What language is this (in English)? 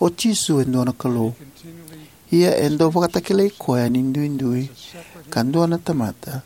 Fijian